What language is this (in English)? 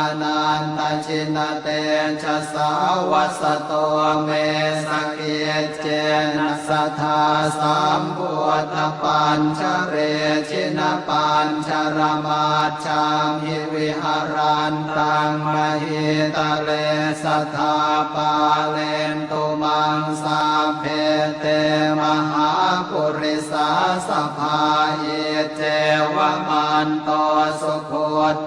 Pali